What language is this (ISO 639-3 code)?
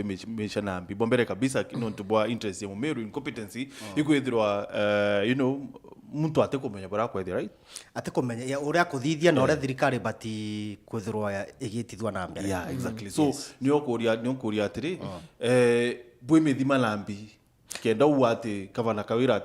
mer